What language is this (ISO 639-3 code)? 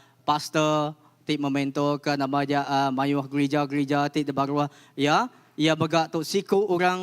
iba